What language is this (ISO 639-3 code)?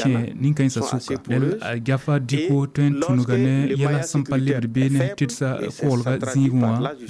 mos